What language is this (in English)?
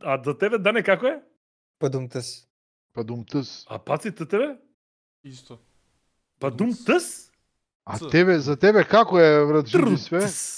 Macedonian